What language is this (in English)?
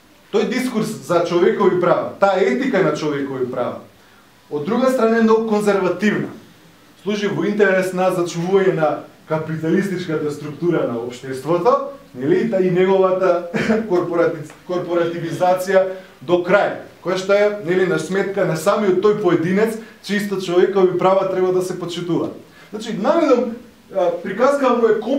Macedonian